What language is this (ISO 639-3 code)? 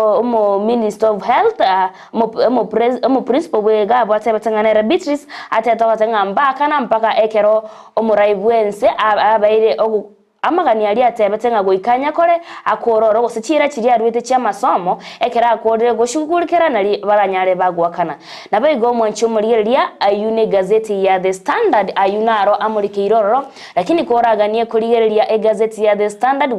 guz